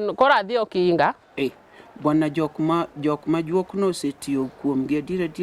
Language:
Luo (Kenya and Tanzania)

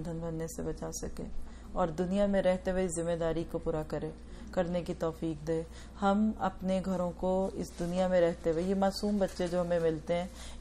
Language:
Urdu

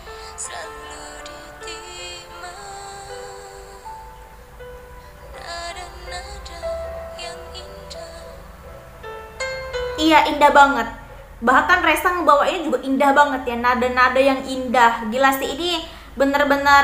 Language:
Indonesian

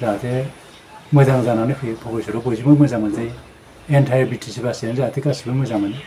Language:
Bodo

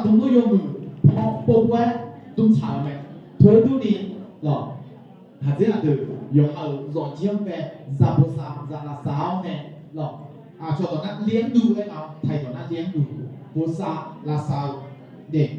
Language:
Akha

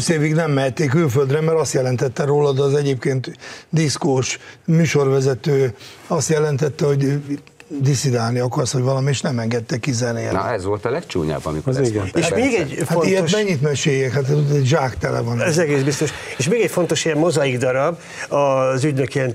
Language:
Hungarian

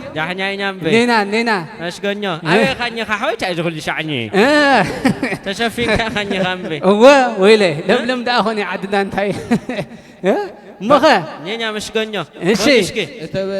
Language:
Tigrinya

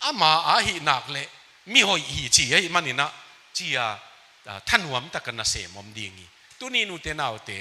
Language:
Tedim Chin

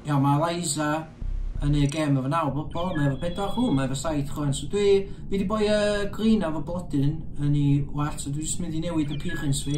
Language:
Welsh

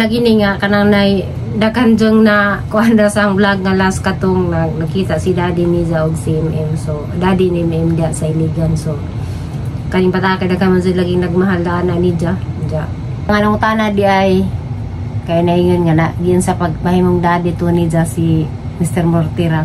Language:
Cebuano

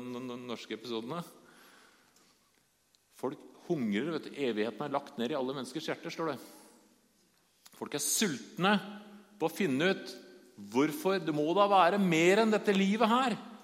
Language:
Norwegian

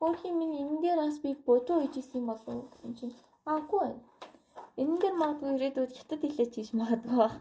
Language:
Mongolian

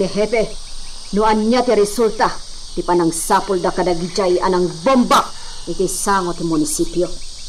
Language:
Iloko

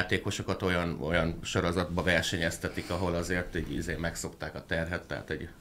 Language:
Hungarian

